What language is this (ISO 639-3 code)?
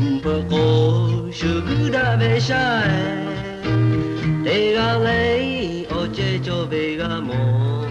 lhu